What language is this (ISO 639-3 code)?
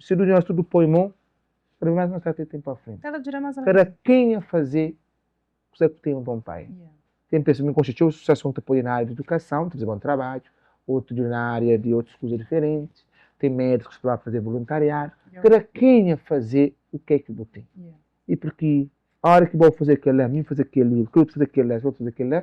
kea